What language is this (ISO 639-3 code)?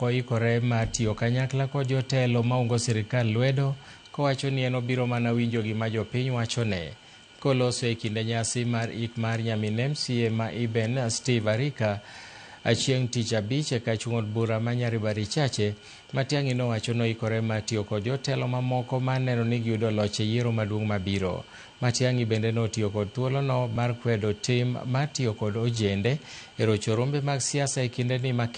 luo